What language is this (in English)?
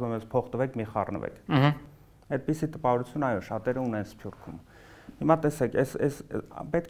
Armenian